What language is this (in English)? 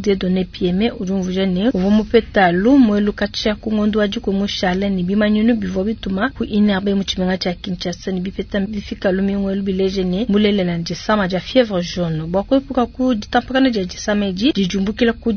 Luba-Lulua